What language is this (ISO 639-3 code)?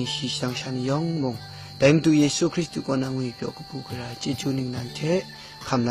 kac